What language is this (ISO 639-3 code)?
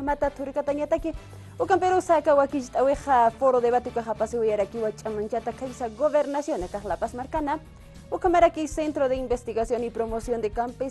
aym